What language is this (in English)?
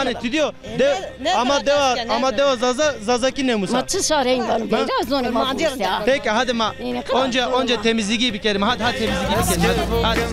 Zaza